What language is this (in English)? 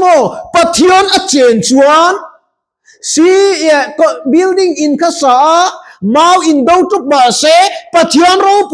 Mizo